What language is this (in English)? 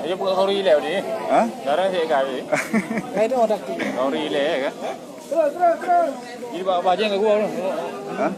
Achinese